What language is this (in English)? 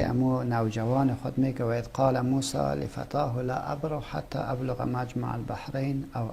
Persian